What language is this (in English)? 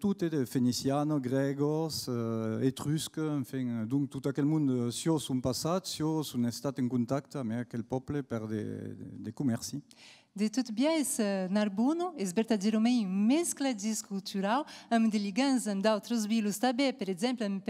Occitan